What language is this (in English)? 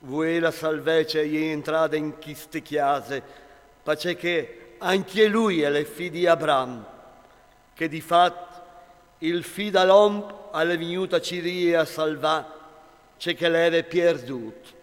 Friulian